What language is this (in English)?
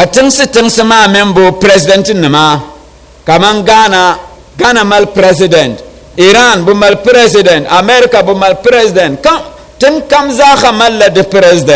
Dagbani